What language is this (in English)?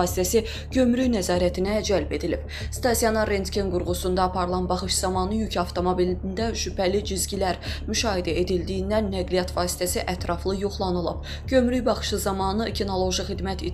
Azerbaijani